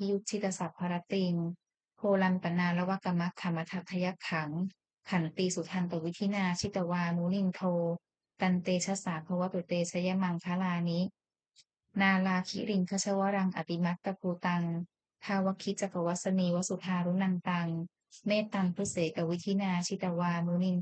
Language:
Pali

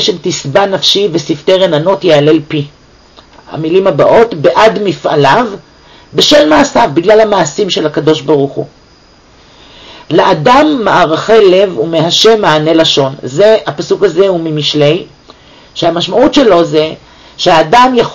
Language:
Hebrew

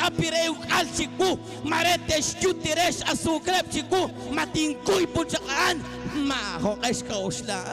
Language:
Kekchí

